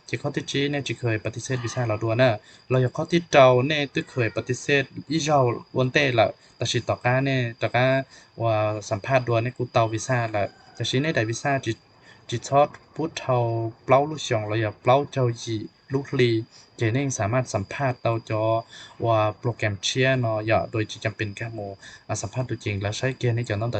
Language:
Hmong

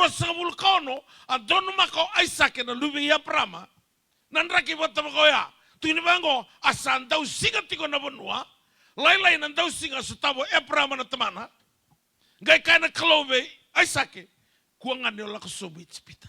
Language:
Fijian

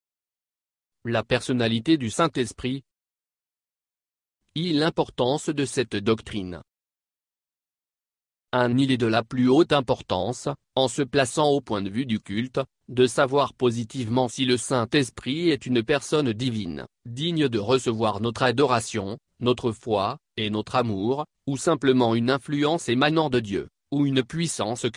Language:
French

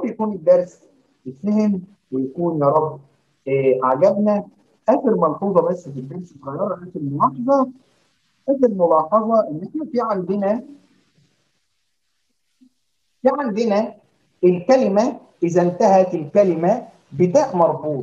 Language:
Egyptian Arabic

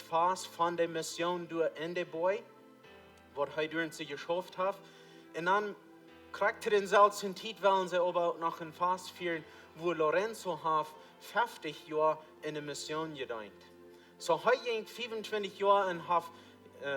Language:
Plautdietsch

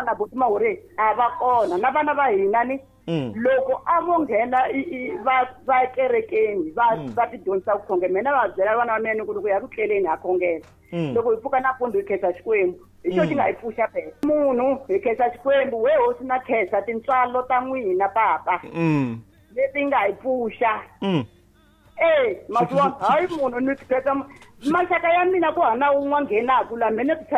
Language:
Tsonga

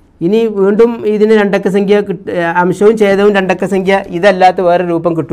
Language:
Malayalam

